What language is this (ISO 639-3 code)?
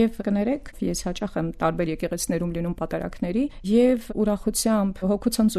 hye